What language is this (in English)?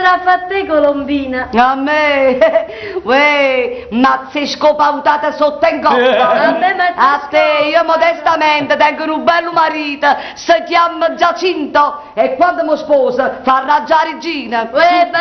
Neapolitan